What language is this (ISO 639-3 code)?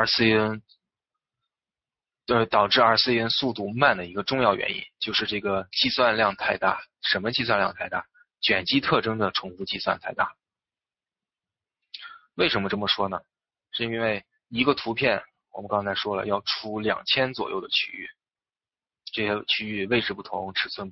zho